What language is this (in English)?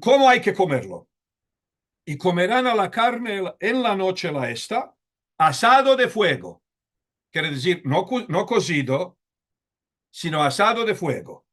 Ladino